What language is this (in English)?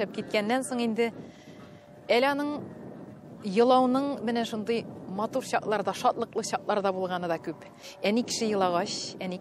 Tatar